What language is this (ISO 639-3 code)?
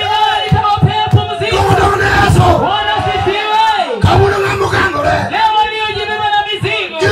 luo